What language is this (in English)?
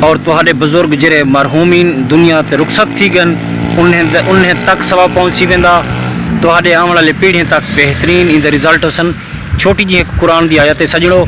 Saraiki